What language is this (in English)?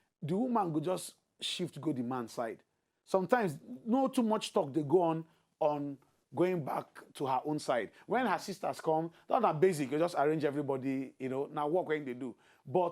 Nigerian Pidgin